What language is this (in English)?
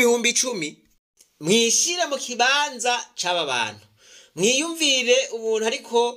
Rundi